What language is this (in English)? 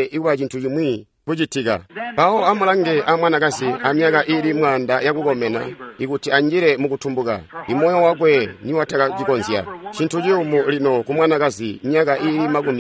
Tonga (Zambia)